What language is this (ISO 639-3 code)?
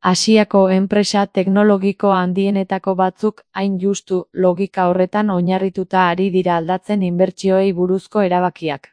eus